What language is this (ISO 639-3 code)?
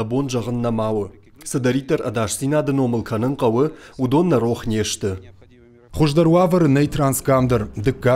oss